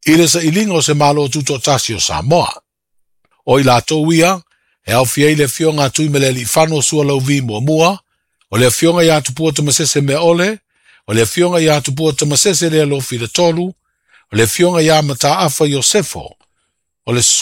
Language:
Samoan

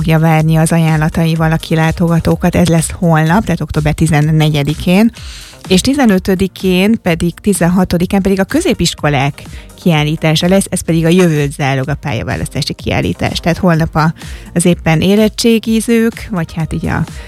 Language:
Hungarian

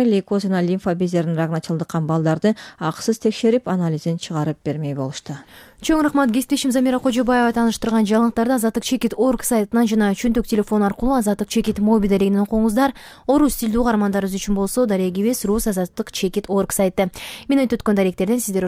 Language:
Kyrgyz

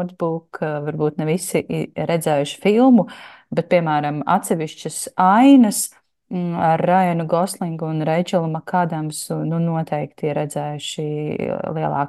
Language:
Latvian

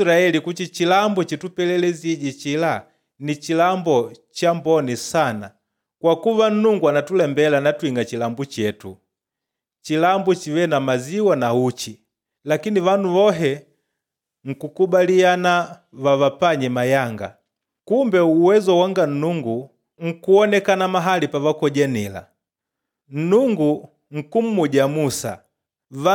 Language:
Makonde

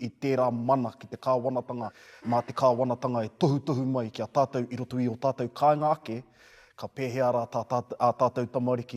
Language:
Māori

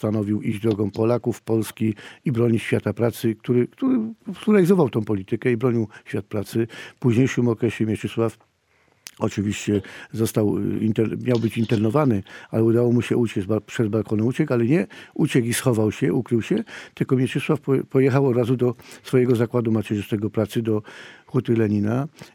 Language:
Polish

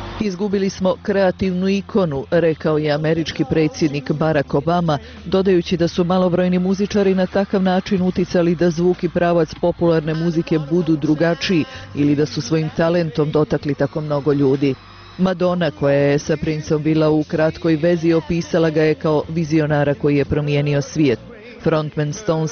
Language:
Bosnian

